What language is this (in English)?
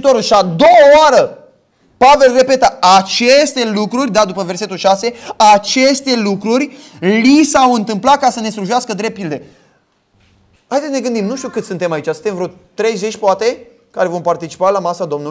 Romanian